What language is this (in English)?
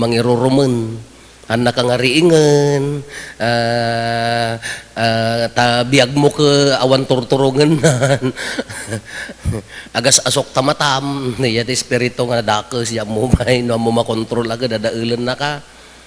Iloko